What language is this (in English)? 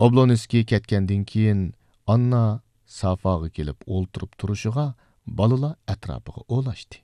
Uyghur